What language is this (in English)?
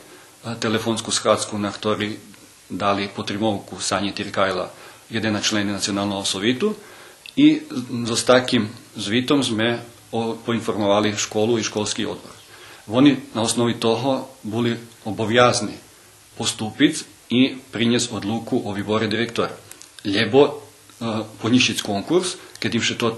Rusyn